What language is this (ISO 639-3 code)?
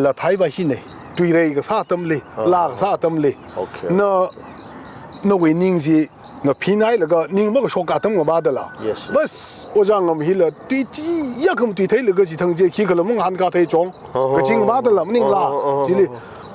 nmf